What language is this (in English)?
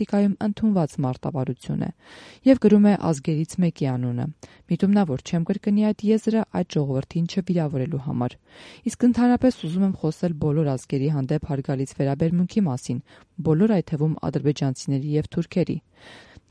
Armenian